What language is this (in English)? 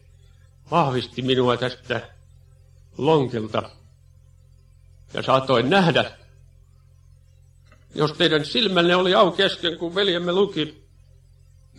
Finnish